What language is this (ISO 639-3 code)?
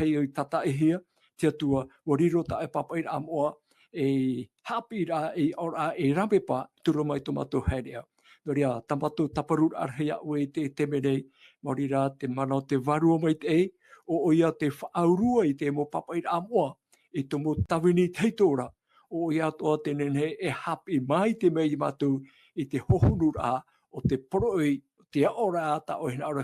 tah